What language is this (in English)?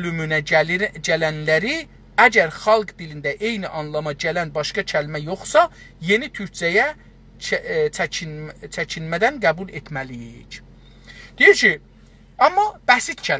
South Azerbaijani